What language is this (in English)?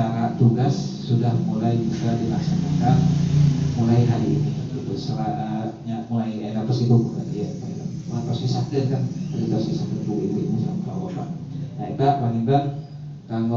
Sundanese